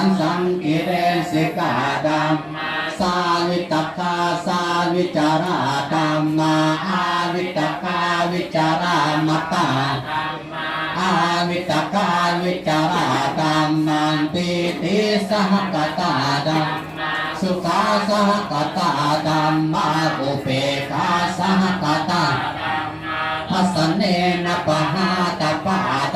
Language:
Pali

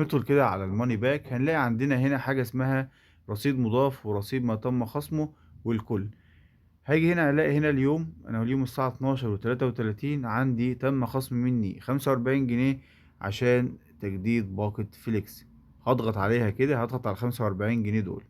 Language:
Egyptian Arabic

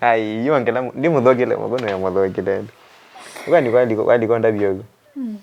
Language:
Kamba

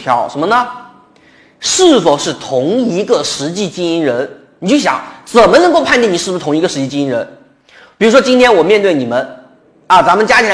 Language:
Chinese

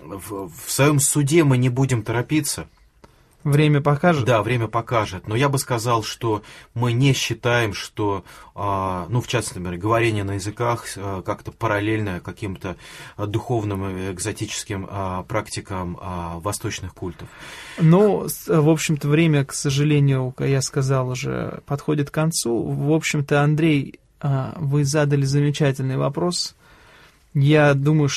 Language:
Russian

